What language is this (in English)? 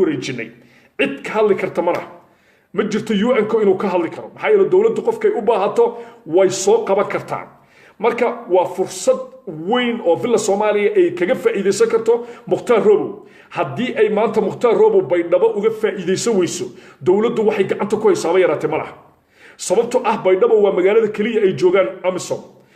Somali